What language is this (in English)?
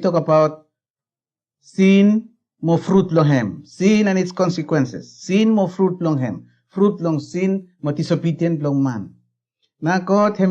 Bislama